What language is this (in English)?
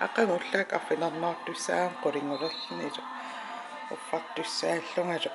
Kalaallisut